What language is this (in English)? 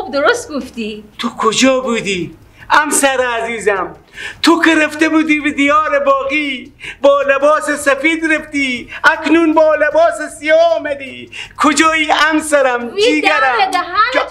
Persian